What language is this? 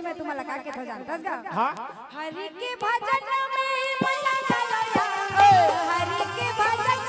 Chhattisgarhi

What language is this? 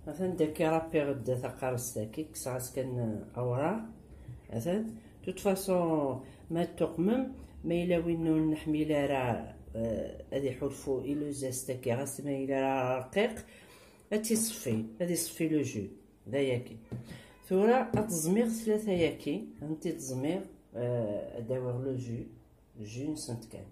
Kabyle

